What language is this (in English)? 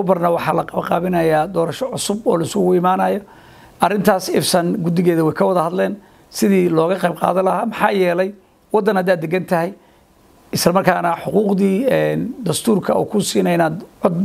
Somali